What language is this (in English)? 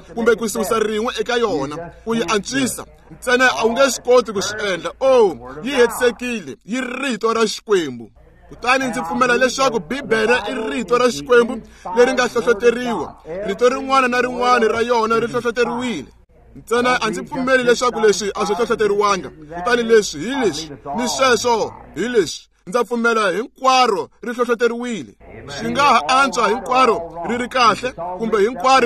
Tsonga